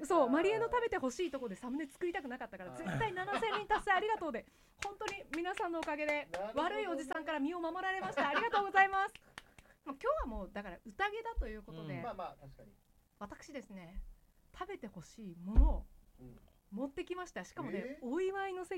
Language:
Japanese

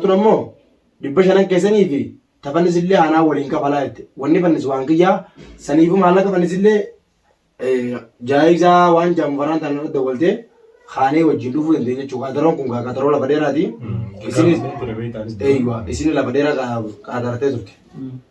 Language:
Oromo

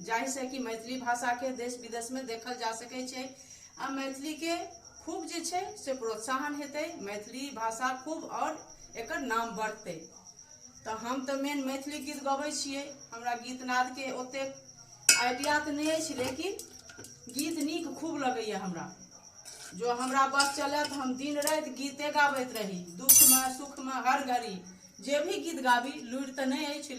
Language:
Maithili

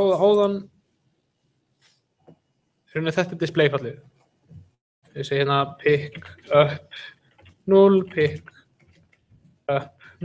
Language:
Icelandic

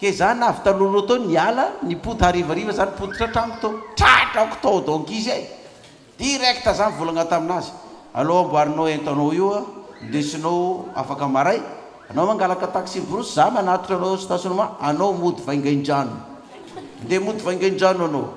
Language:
Malagasy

